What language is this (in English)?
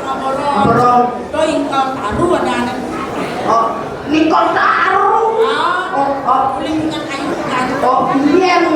Balinese